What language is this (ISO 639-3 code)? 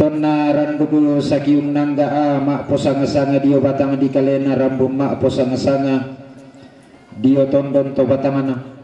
sda